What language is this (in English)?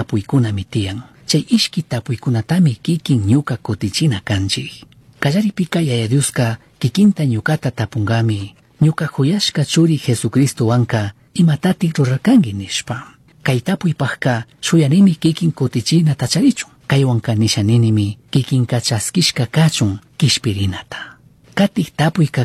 Chimborazo Highland Quichua